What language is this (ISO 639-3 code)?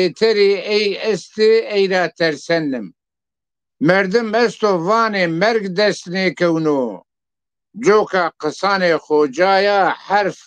zza